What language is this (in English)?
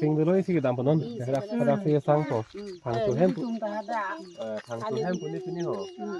Karbi